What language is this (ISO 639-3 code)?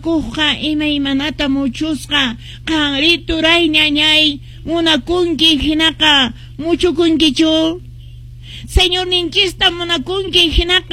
que